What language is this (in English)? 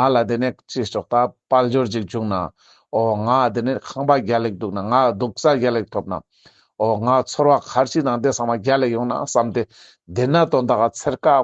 Ladakhi